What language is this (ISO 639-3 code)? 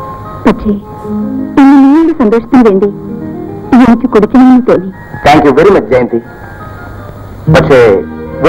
mal